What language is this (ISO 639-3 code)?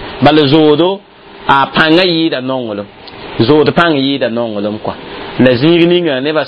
mos